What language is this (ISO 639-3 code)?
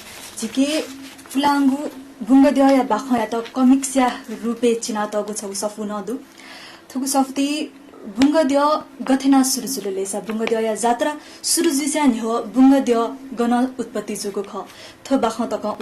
new